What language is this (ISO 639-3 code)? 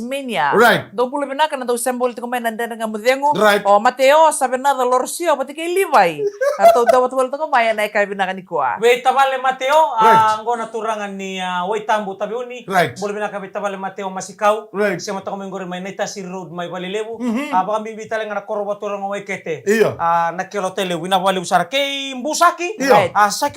fij